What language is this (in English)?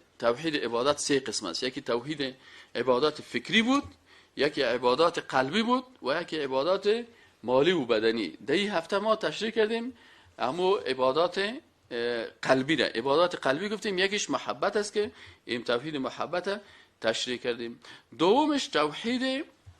Persian